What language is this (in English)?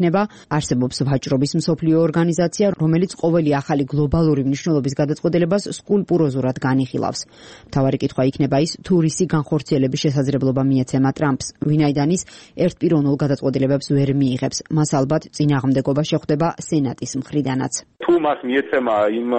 Georgian